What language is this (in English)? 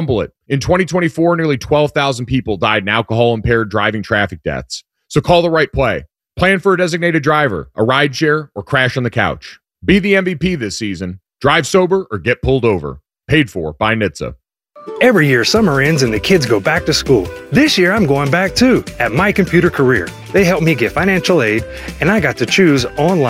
English